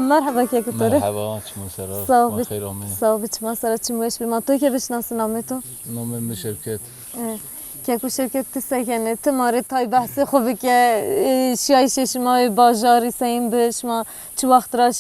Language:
Zaza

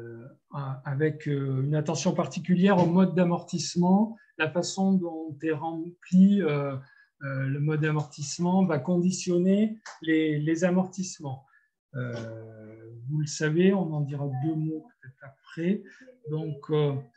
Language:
French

